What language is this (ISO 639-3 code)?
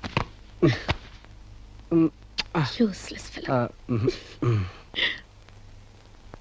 tel